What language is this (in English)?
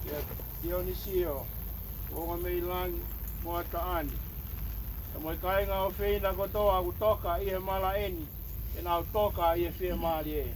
Tongan